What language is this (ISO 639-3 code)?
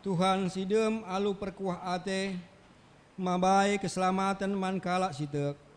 btx